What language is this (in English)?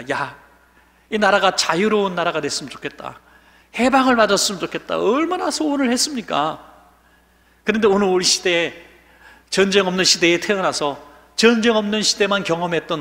Korean